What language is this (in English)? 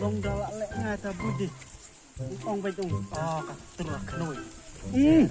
Khasi